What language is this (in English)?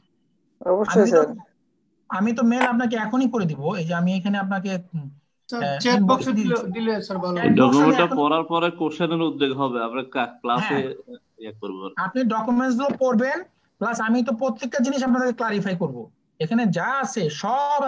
Bangla